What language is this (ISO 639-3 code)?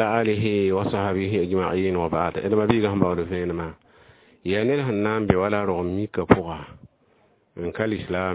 mos